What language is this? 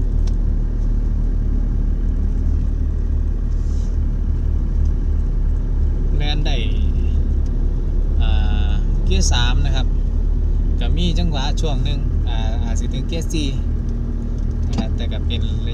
Thai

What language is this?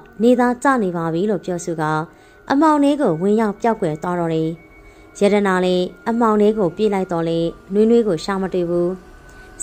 Burmese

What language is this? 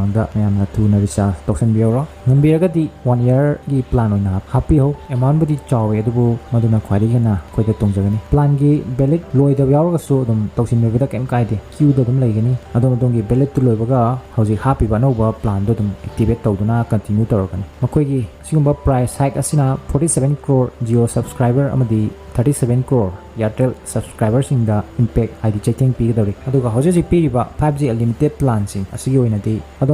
Manipuri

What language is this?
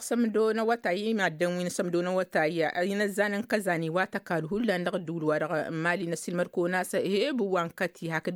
Tamasheq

